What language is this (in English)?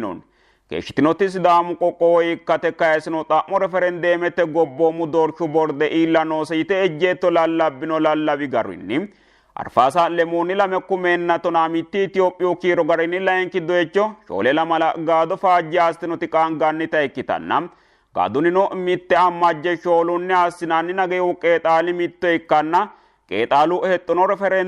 Sidamo